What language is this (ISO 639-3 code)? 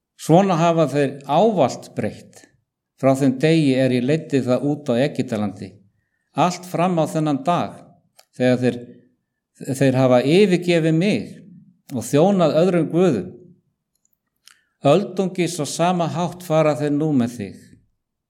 isl